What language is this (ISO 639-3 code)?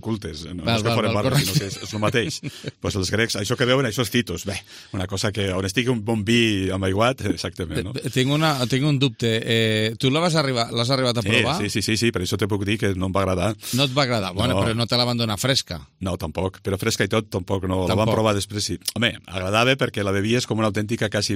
cat